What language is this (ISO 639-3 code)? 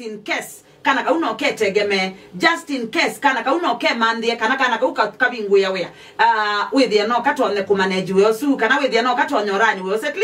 kam